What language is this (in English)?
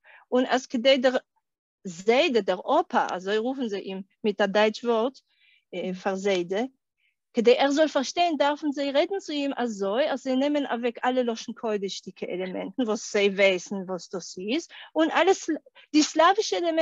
Yiddish